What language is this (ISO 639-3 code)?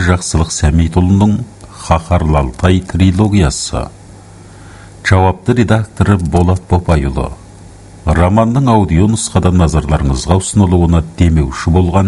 kaz